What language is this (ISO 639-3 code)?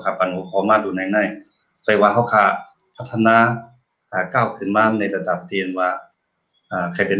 shn